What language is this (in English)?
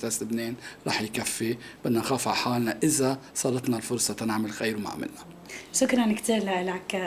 North Levantine Arabic